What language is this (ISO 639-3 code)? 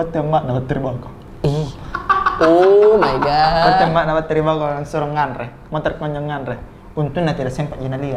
mfp